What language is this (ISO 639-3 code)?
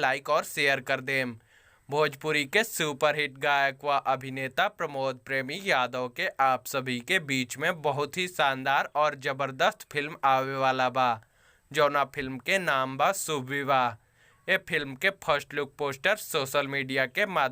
bho